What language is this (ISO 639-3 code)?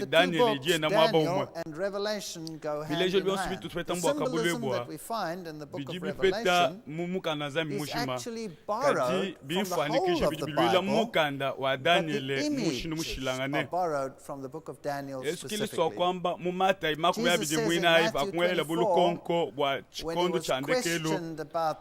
lua